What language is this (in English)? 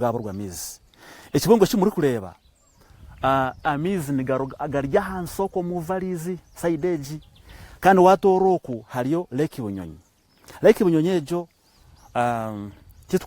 Nyankole